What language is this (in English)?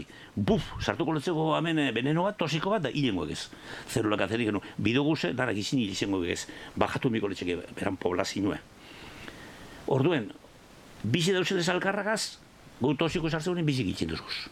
Basque